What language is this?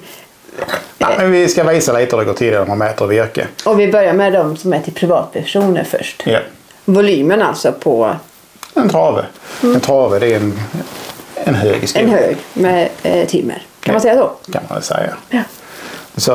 Swedish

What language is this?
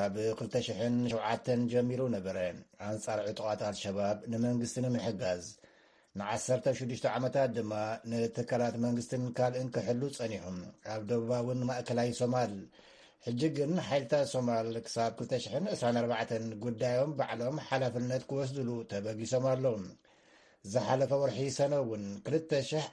Tigrinya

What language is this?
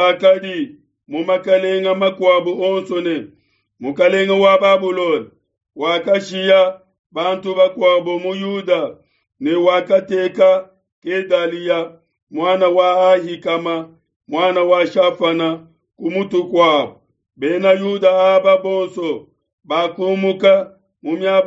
Luba-Lulua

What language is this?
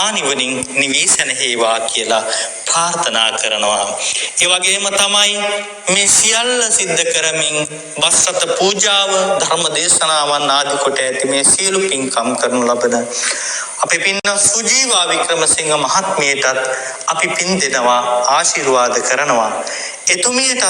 Sinhala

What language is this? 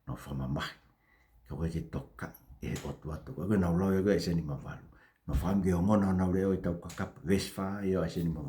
Tongan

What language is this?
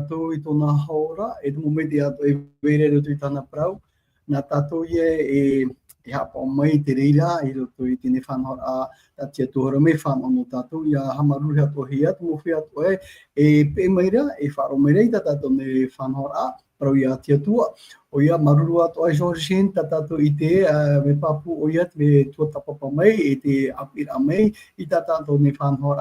Tahitian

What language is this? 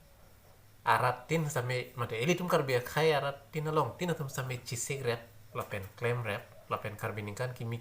Karbi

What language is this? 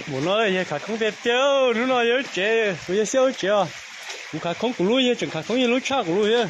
Hmong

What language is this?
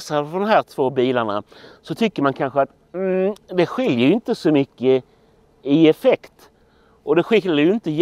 Swedish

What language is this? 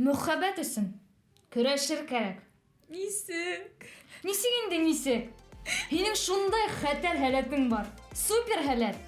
Bashkir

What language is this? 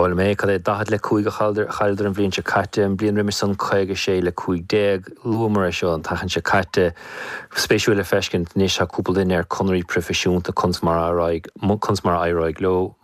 Irish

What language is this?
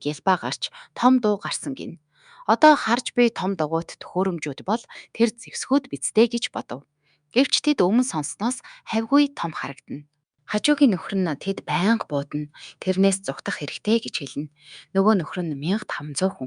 Mongolian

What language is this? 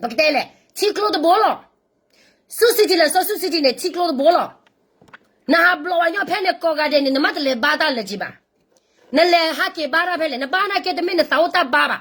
S'gaw Karen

